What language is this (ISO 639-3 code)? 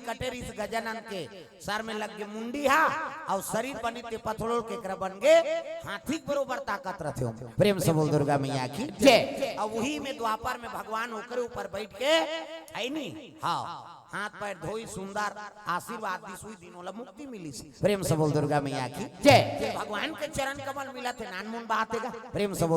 hne